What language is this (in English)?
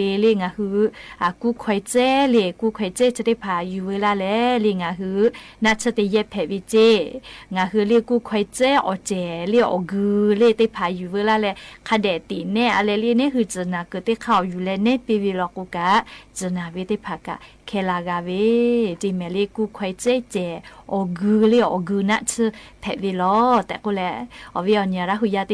Lahu